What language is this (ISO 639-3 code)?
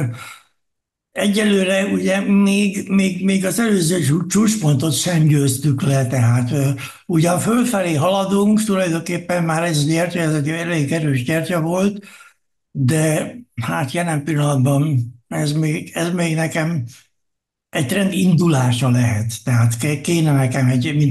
hun